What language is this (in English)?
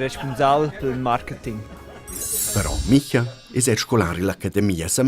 Romansh